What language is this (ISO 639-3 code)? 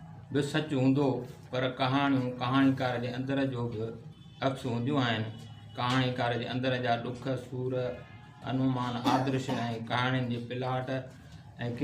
snd